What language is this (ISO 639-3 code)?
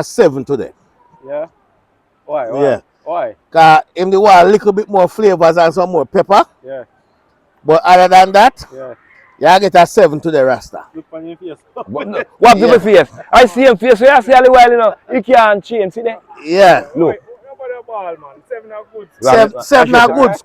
jam